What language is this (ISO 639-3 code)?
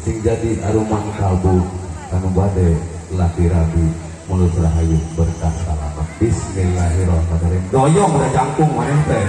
sun